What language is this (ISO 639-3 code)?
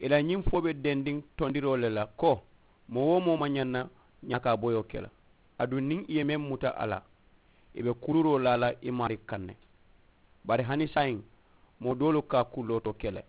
man